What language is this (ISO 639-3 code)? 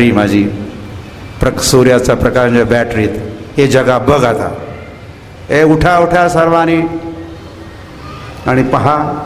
mar